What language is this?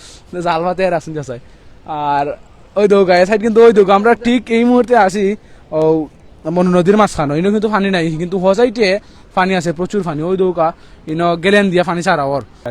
Sylheti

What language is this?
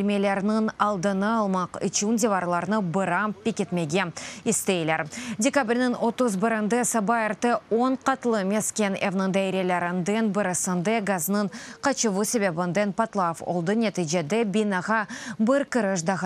Crimean Tatar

